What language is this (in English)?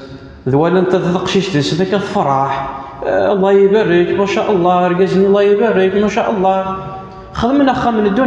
Kabyle